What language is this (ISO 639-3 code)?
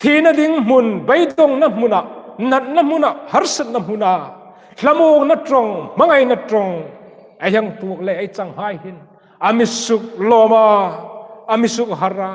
hmr